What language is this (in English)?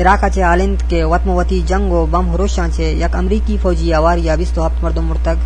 Eastern Balochi